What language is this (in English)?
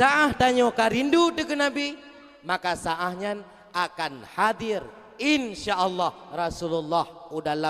Achinese